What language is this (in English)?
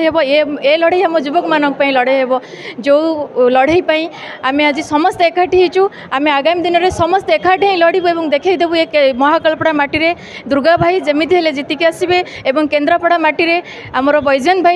Odia